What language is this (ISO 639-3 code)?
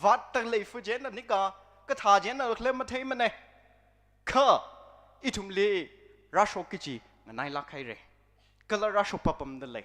nmf